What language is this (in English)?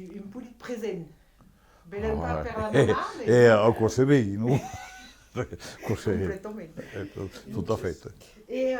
Occitan